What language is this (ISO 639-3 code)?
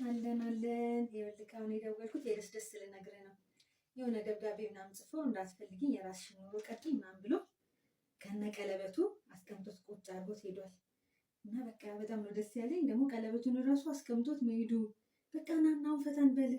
amh